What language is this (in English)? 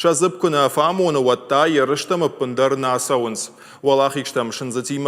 Ossetic